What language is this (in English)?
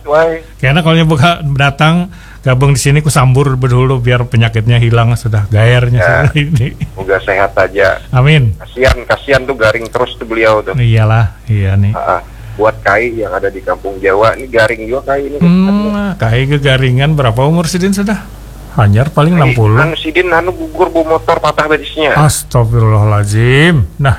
Banjar